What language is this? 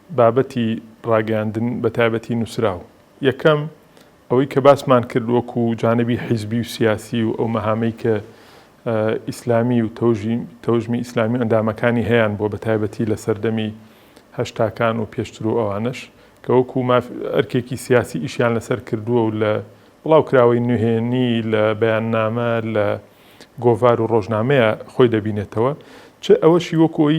Central Kurdish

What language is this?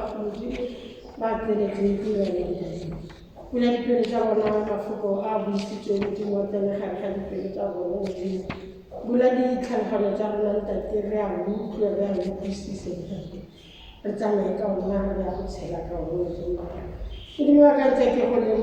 Tswana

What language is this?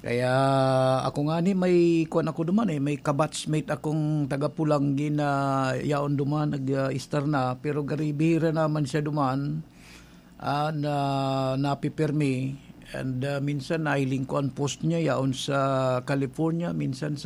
Bikol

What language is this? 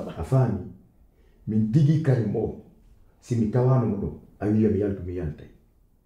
Pular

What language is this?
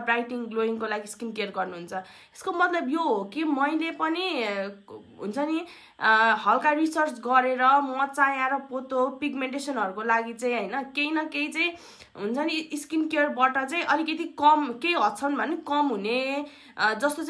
Nepali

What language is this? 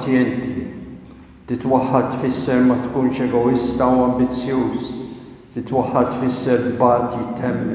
Maltese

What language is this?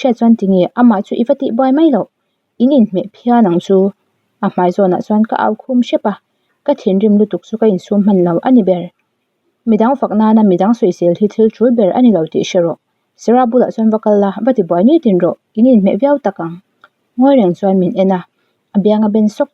Mizo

